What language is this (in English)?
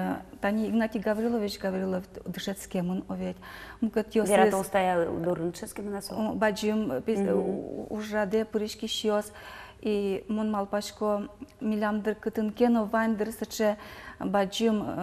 Udmurt